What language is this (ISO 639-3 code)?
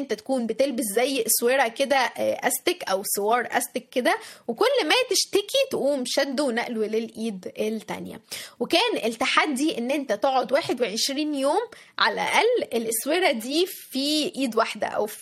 arz